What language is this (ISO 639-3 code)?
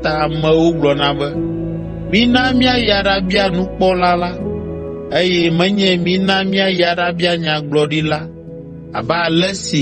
ewe